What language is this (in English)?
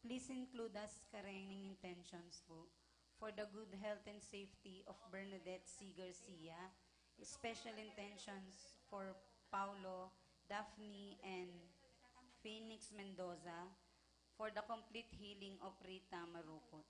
Pampanga